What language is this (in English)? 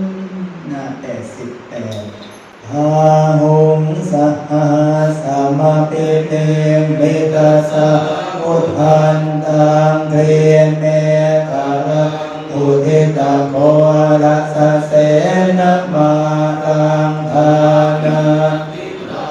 Pali